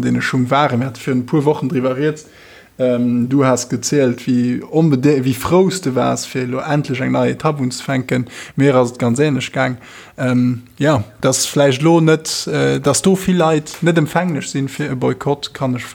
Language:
Luxembourgish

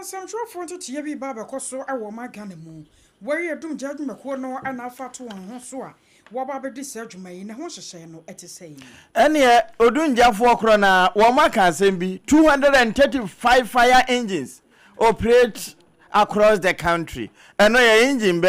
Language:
Akan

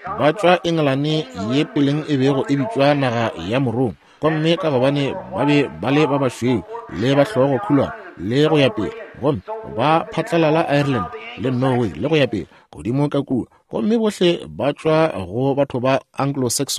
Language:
Northern Sotho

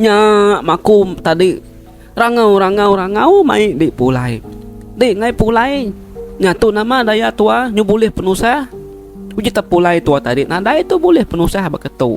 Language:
Iban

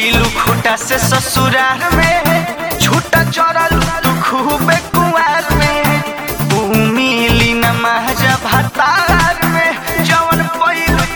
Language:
Bhojpuri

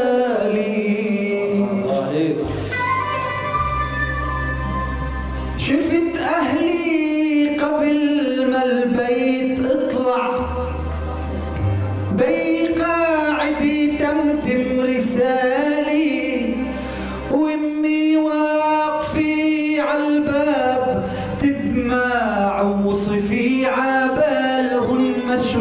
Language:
North Levantine Arabic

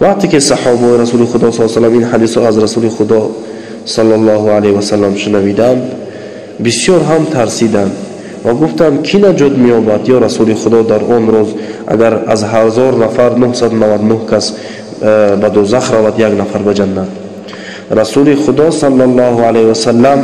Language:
Tajik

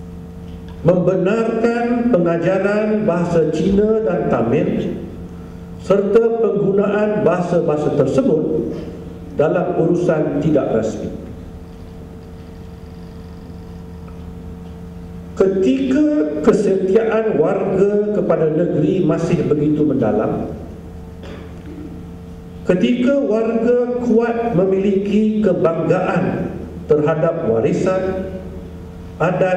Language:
Malay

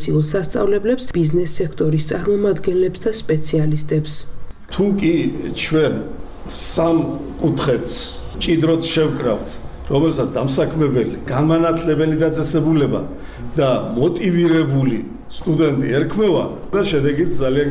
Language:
Georgian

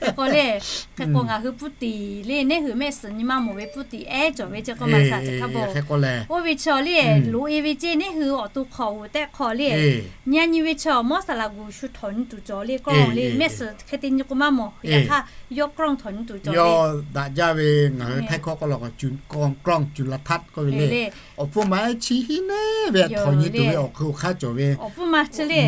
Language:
Lahu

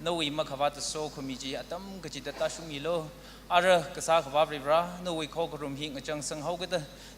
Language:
Tangkhul Naga (India)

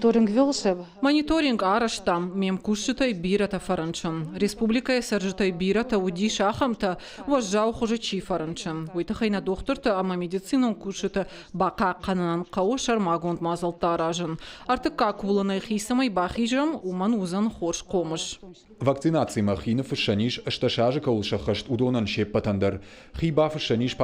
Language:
Ossetic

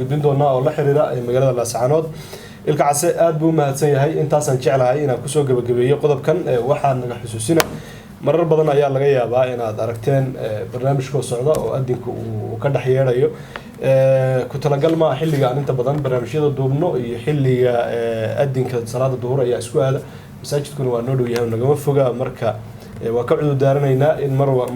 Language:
Somali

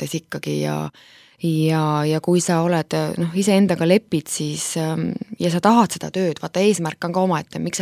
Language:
Estonian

